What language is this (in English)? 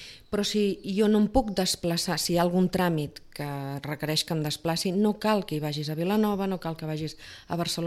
Catalan